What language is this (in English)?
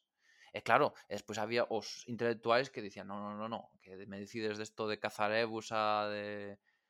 Galician